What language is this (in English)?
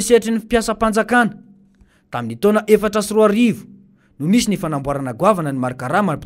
Malagasy